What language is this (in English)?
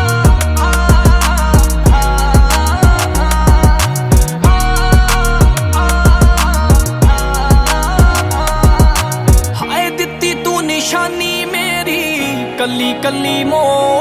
Punjabi